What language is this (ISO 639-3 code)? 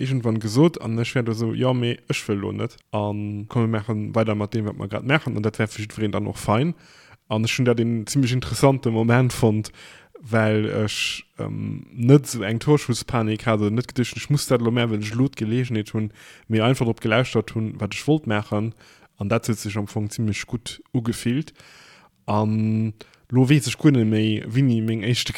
ltz